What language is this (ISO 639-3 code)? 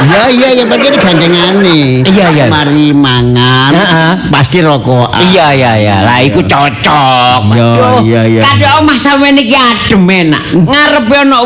jav